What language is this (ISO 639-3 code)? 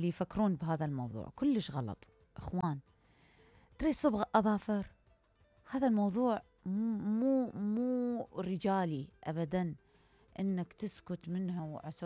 acm